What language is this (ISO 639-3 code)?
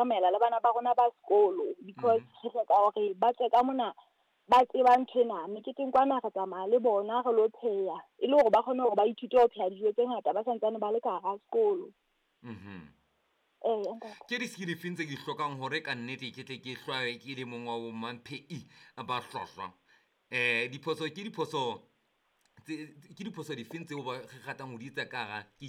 sot